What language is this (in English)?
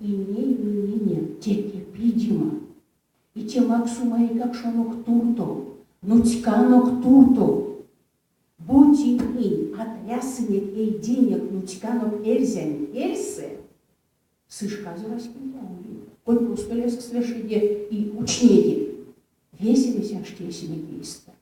Erzya